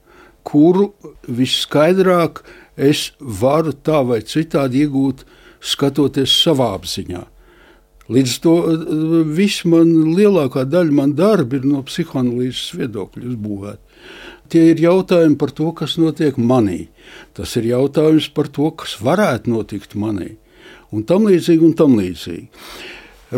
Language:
Latvian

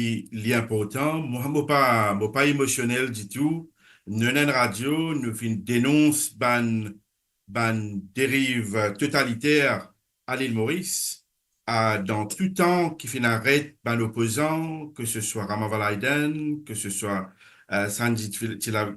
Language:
Morisyen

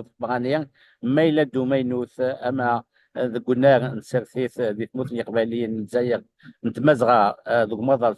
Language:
Kabyle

